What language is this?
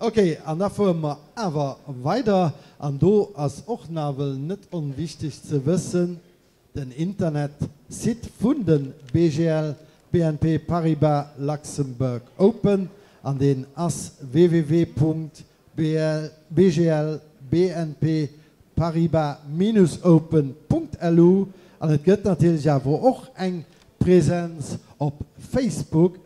Luxembourgish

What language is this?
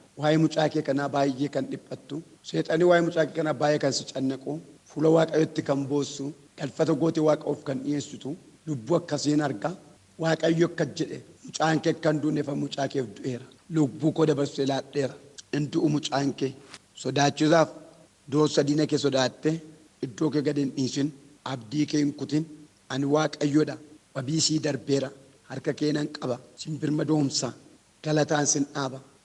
Oromo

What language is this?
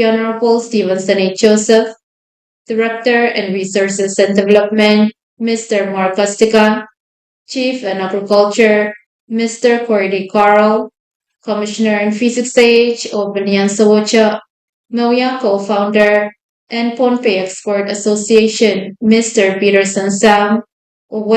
Pohnpeian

